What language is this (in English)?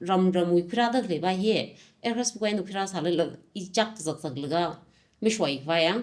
Tangkhul Naga (India)